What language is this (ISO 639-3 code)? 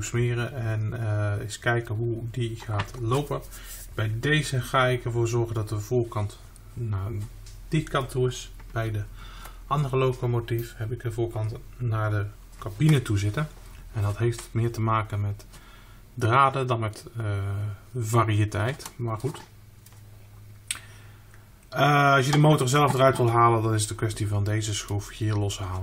nld